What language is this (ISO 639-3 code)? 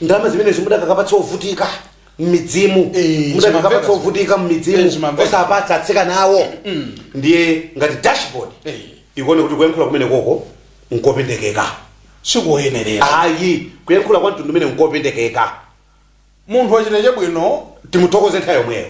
nya